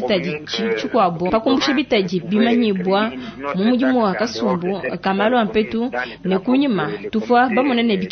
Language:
Luba-Lulua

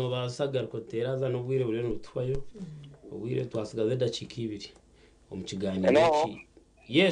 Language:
Nyankole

